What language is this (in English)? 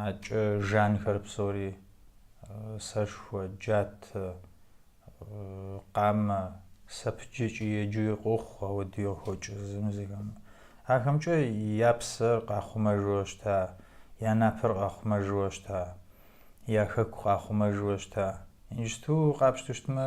Kabardian